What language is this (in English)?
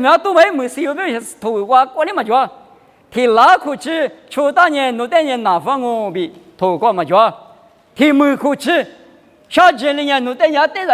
Lisu